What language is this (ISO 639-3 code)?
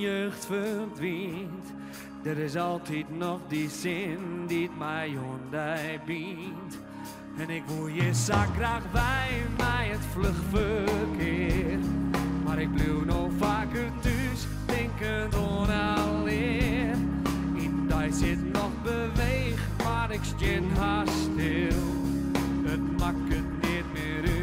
fry